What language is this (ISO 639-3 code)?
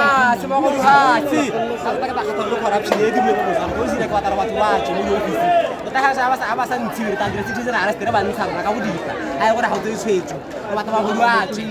tsn